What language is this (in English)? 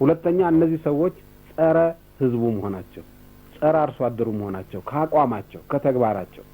Amharic